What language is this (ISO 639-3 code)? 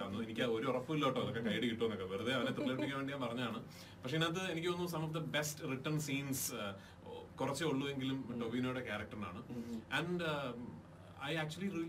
mal